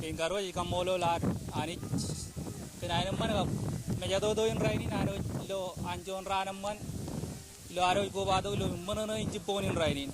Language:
Marshallese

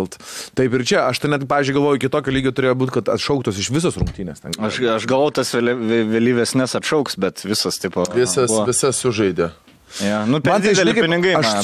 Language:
Lithuanian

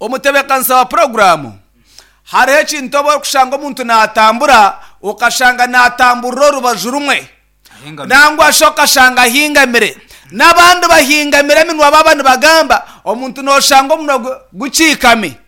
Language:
Nyankole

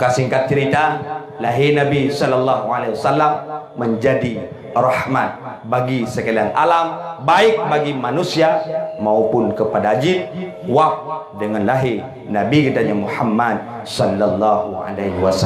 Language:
Achinese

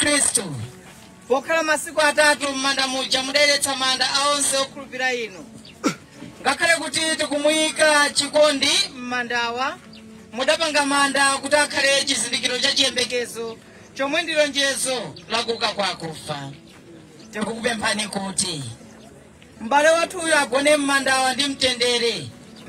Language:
Nyanja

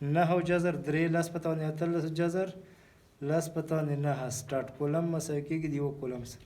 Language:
Pashto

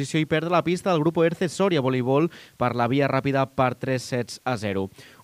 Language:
Catalan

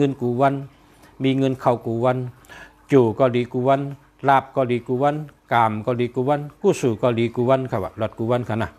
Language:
Shan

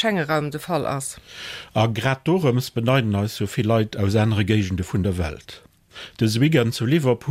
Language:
Luxembourgish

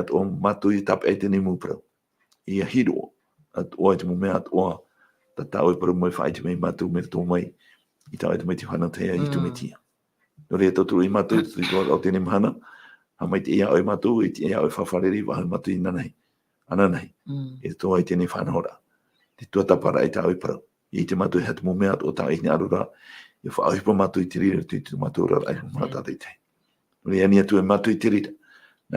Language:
Tahitian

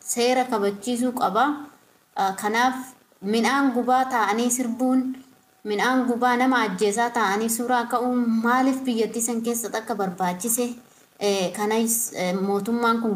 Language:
Oromo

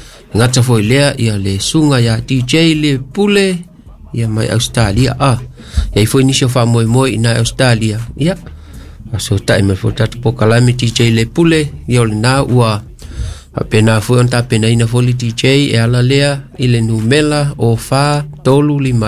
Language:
Samoan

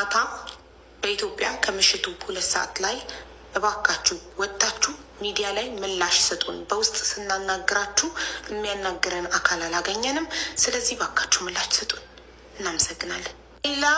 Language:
Amharic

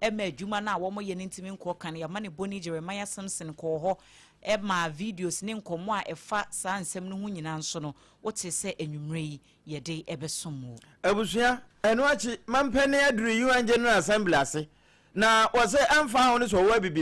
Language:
Akan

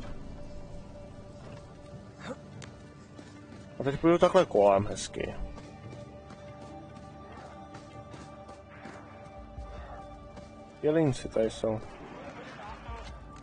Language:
Czech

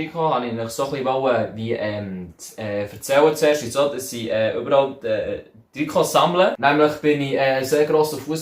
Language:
Swiss German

